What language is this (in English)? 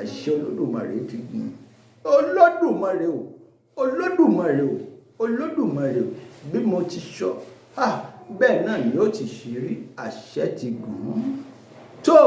Yoruba